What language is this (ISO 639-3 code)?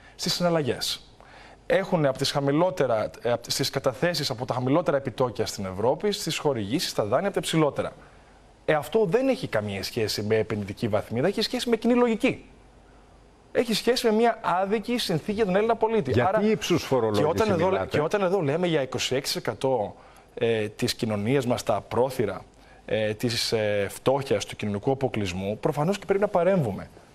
ell